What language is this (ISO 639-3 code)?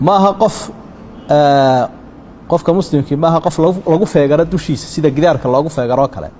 som